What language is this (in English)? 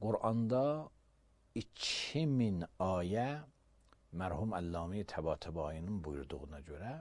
Azerbaijani